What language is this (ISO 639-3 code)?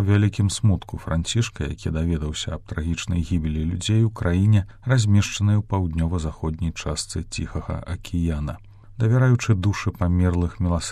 bel